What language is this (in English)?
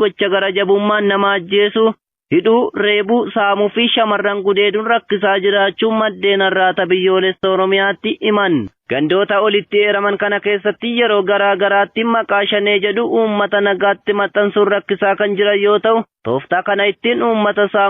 Oromo